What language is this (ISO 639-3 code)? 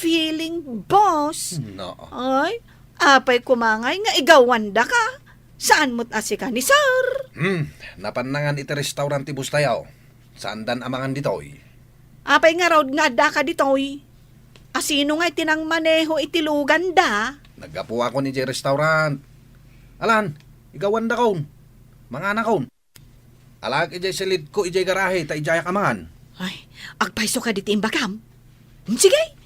ilo